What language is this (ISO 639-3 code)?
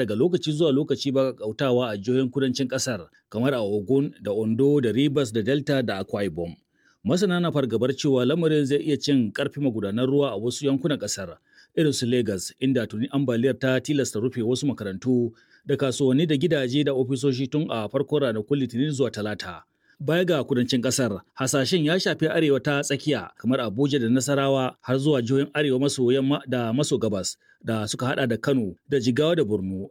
hau